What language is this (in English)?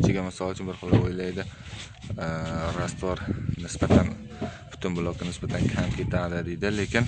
Uzbek